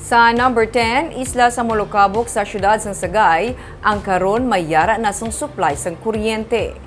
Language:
Hiligaynon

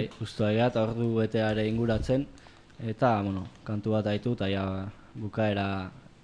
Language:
Basque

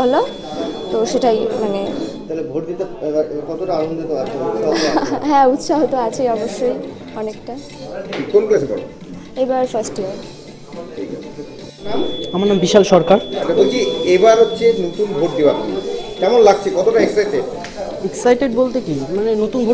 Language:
Bangla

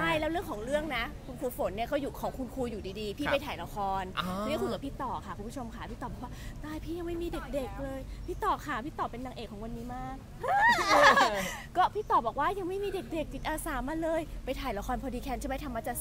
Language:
Thai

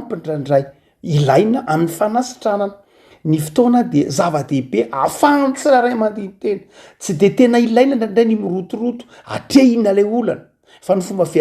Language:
Malagasy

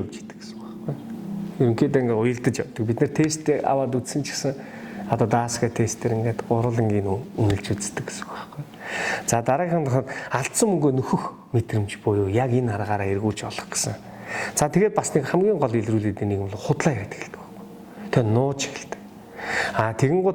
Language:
Mongolian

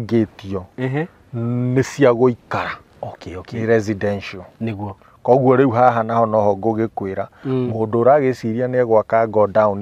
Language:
Kikuyu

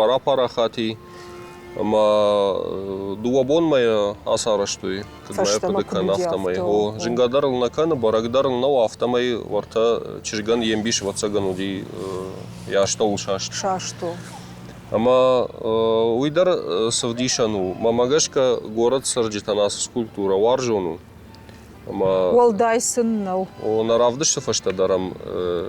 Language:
Ossetic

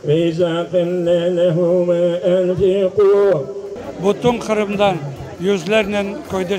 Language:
Crimean Tatar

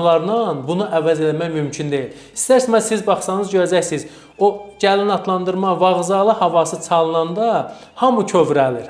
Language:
Azerbaijani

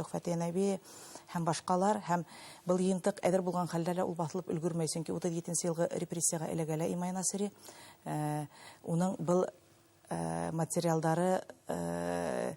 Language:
Bashkir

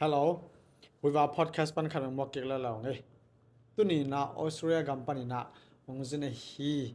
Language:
Tedim Chin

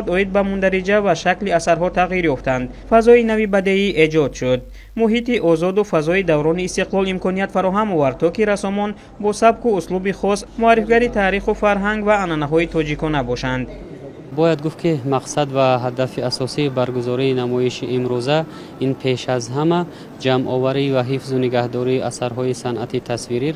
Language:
Tajik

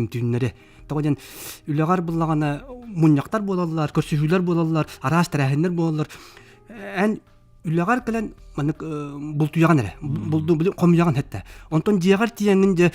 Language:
Yakut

